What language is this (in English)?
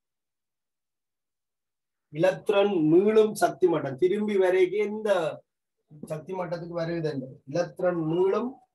Tamil